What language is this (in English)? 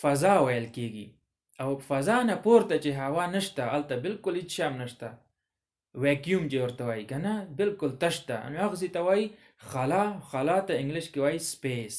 Pashto